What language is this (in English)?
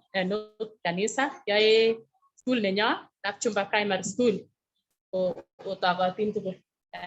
Kalenjin